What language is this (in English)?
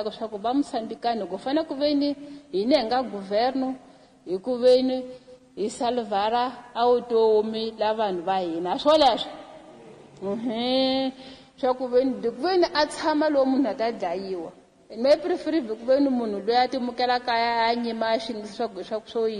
Tsonga